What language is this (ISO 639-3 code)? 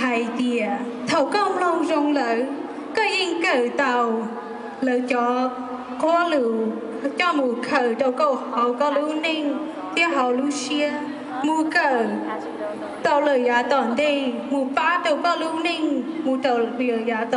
hmn